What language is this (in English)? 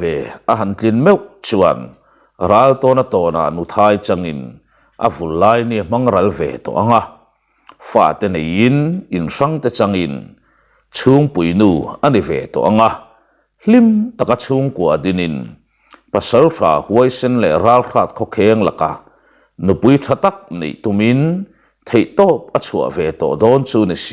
Mizo